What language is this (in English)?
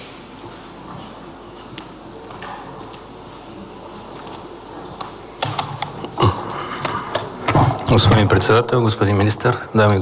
Bulgarian